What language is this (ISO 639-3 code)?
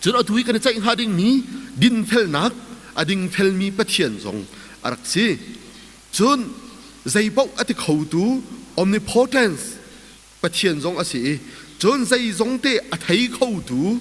cnh